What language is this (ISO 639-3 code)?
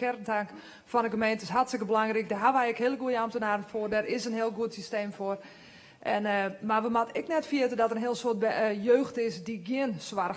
fry